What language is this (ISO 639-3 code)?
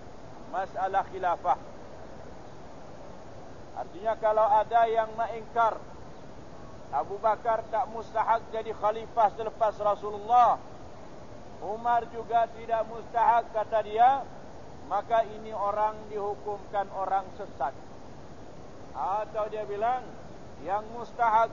msa